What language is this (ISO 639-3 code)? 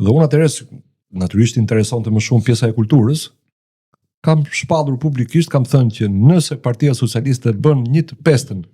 sqi